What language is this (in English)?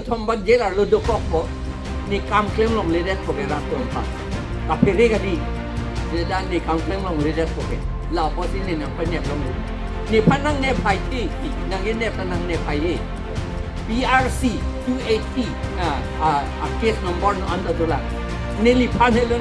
Karbi